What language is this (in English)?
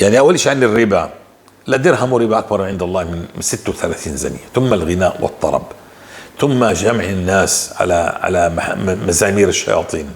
North Levantine Arabic